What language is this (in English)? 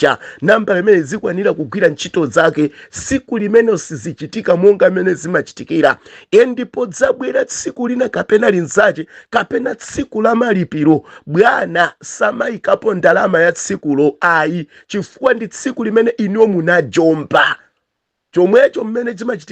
Nyanja